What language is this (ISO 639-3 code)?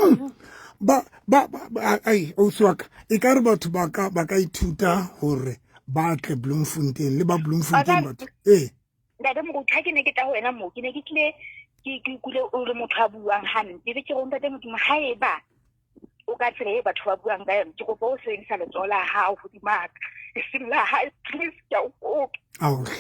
sot